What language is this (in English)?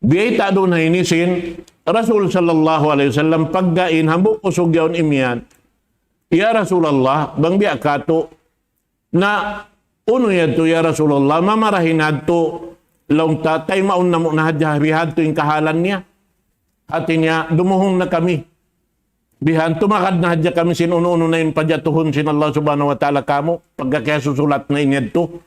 Tausug